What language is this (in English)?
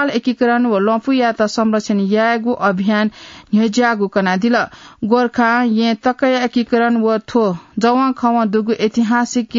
Newari